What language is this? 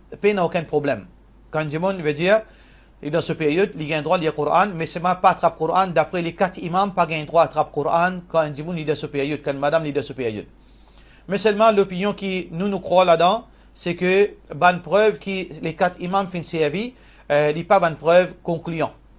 Morisyen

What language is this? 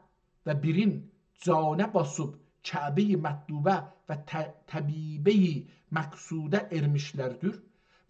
South Azerbaijani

